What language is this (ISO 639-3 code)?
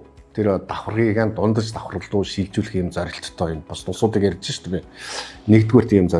mon